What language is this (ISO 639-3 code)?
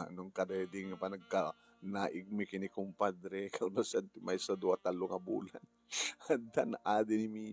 ilo